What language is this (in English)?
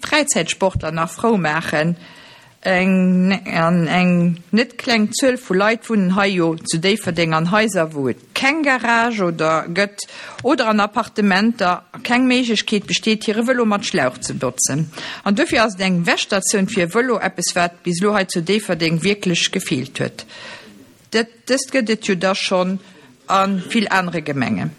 Luxembourgish